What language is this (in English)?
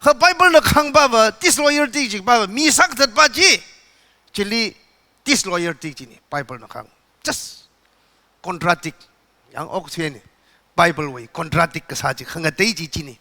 Tangkhul Naga (India)